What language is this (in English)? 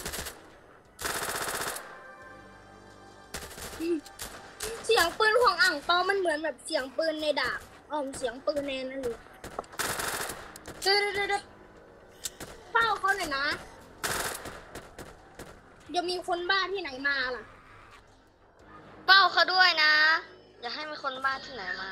Thai